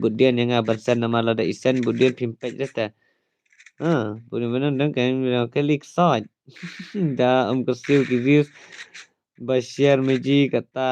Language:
Khasi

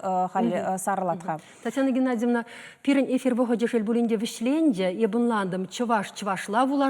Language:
Chuvash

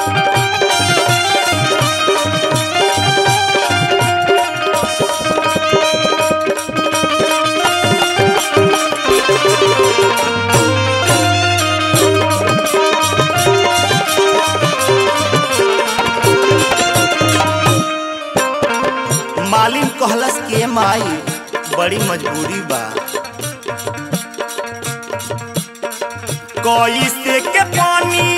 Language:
Bhojpuri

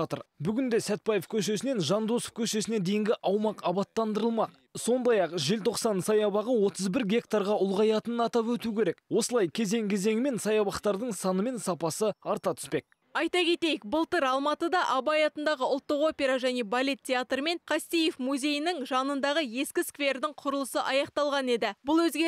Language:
Kazakh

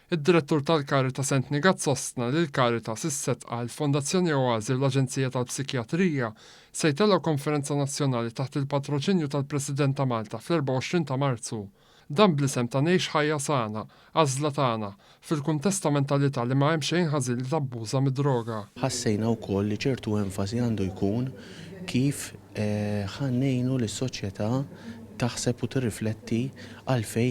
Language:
Maltese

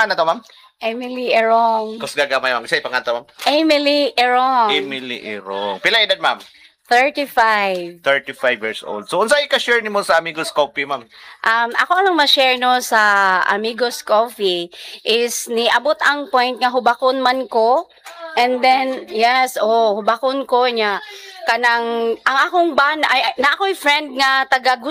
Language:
Cebuano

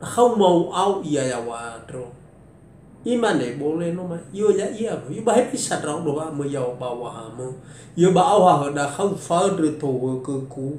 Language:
Nias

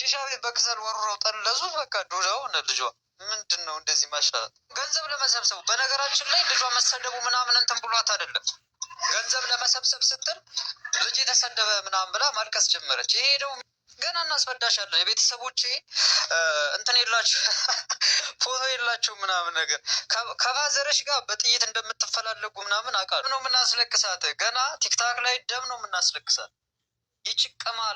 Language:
Amharic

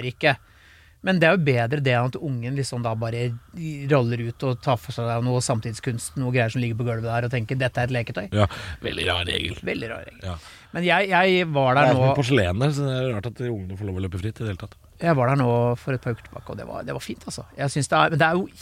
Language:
Norwegian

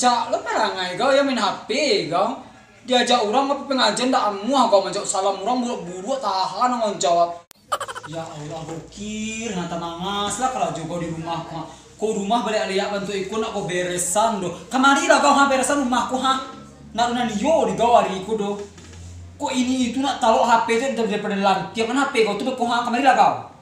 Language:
Minangkabau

